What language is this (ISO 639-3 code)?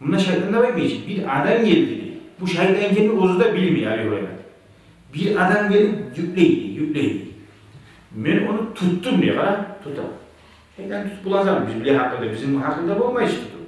kum